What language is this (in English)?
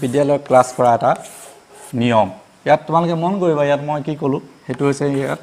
Assamese